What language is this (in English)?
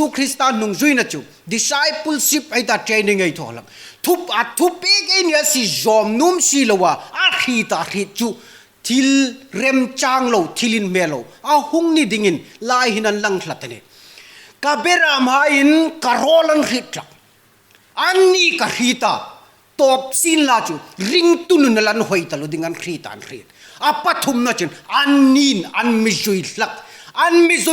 Hmar